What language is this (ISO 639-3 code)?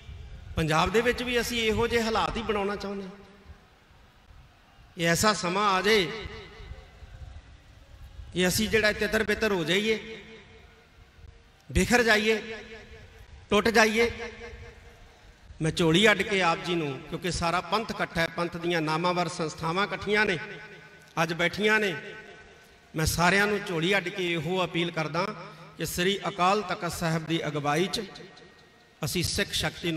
pan